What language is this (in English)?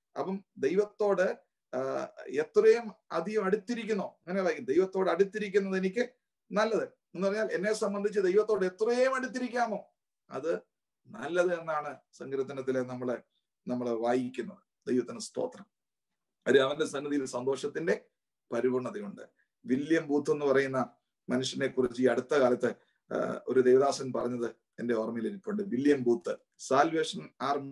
Malayalam